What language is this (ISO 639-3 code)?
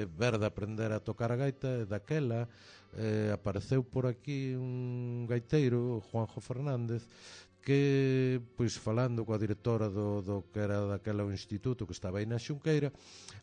glg